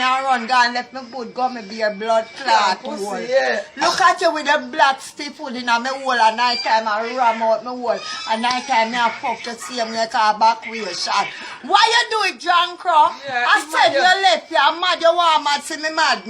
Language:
Jamaican Creole English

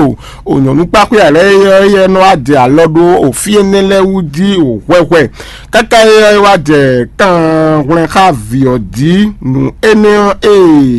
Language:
Fon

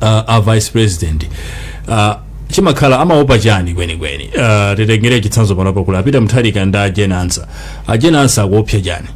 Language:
Nyanja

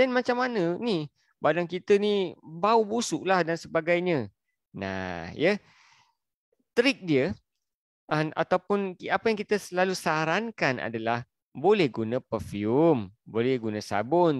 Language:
Malay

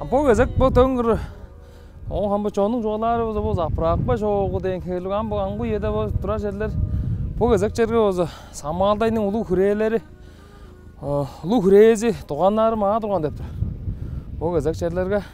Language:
Tuvinian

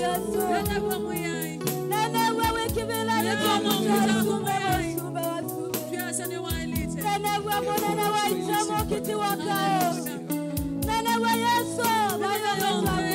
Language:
Kamba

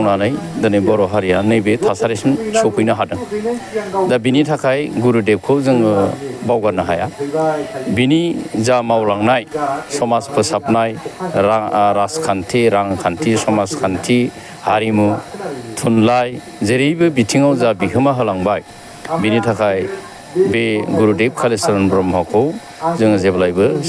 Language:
Bodo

